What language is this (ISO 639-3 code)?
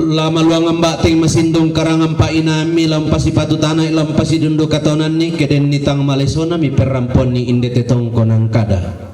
sda